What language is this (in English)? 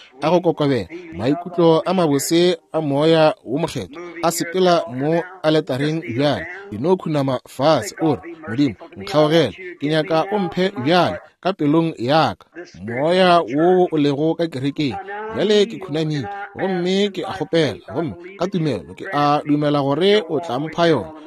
Northern Sotho